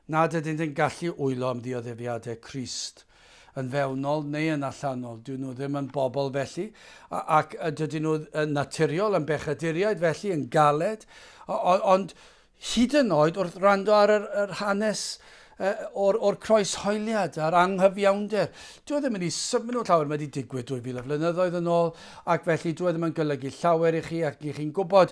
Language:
Welsh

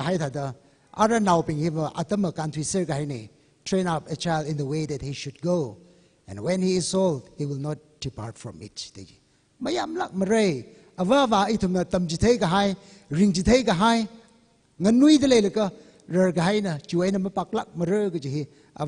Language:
Tangkhul Naga (India)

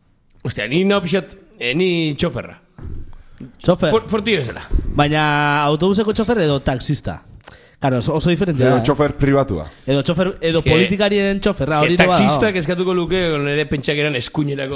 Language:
Basque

